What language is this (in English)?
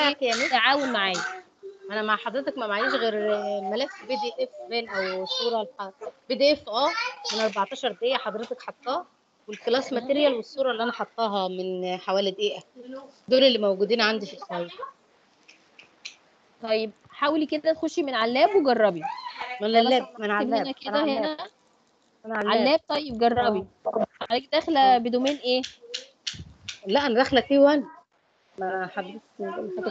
Egyptian Arabic